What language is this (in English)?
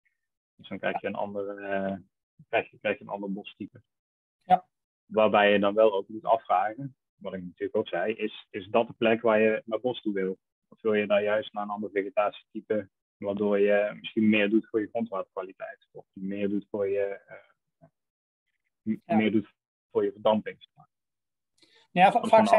Dutch